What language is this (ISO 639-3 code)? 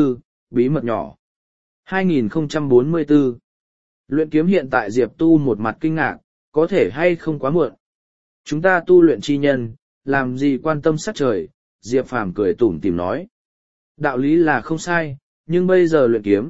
vie